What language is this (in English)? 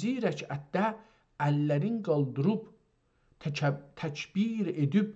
South Azerbaijani